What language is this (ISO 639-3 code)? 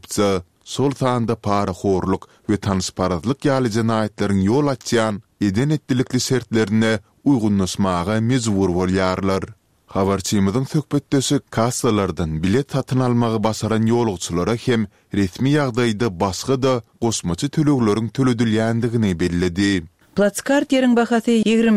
tuk